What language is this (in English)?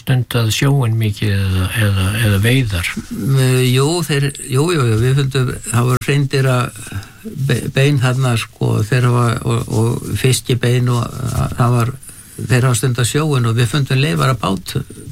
Icelandic